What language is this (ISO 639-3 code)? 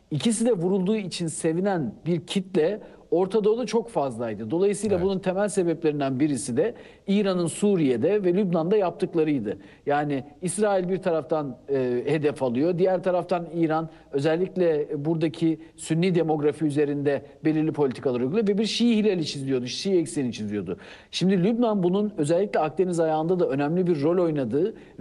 tur